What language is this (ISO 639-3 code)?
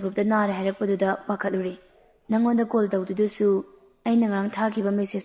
mni